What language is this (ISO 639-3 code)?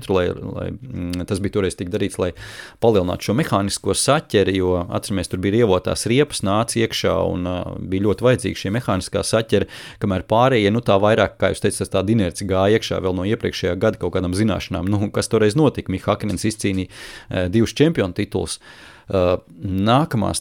lav